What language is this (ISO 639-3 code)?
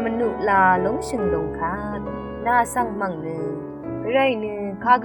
raw